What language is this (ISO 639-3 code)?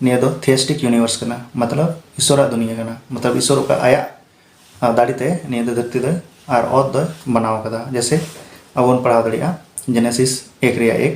sat